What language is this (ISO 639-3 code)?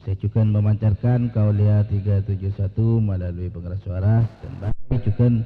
mad